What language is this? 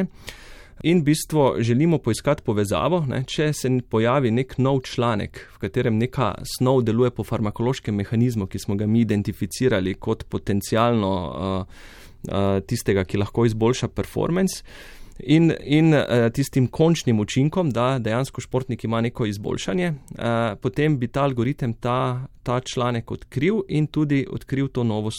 Slovenian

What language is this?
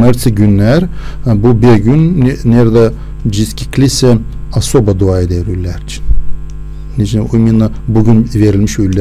Gagauz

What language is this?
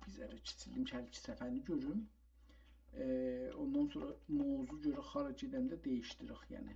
South Azerbaijani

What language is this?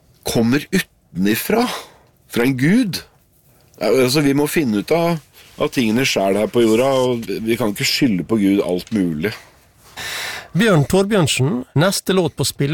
Norwegian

